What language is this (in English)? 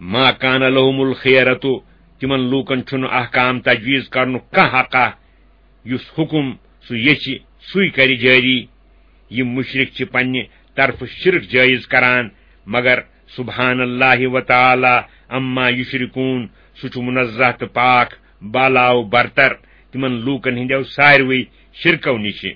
Kashmiri